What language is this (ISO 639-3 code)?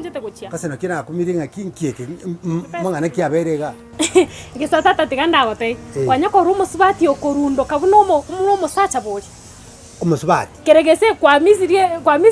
guz